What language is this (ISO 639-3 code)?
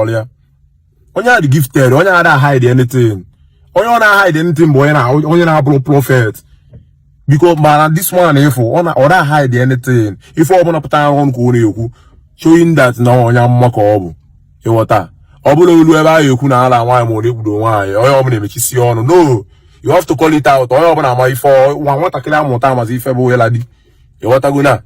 ibo